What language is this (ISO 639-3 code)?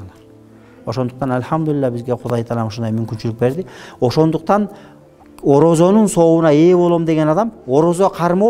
kir